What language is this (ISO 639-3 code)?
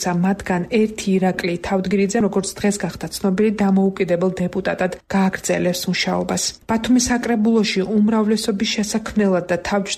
kat